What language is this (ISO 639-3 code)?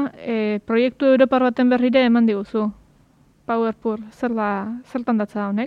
eus